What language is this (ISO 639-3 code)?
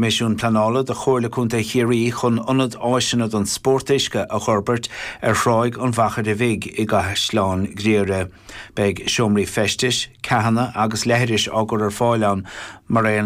gle